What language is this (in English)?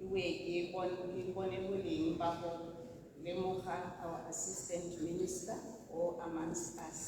Tswana